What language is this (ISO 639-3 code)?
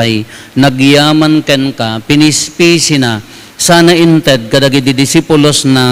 ilo